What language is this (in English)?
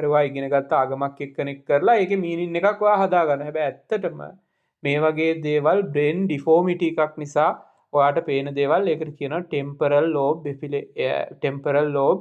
Sinhala